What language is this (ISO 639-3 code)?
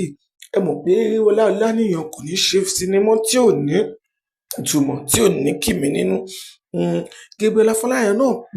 yor